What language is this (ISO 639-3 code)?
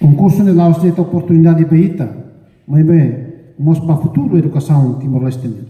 tet